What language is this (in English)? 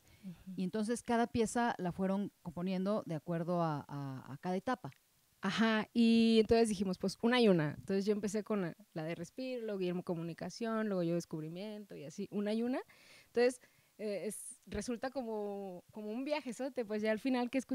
Spanish